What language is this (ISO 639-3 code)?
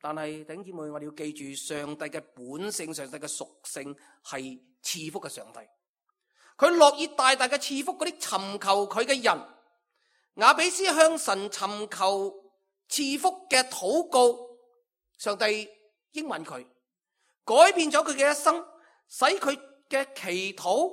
yue